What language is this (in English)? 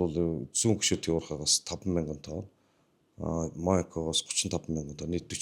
Mongolian